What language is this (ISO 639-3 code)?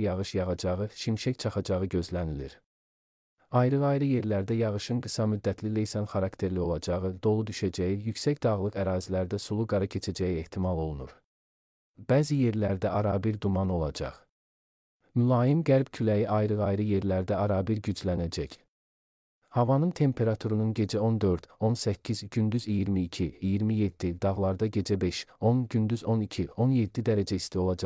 aze